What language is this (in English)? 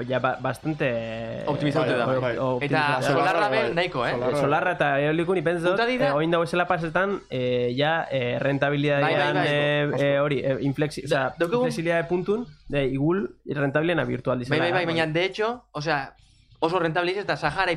Basque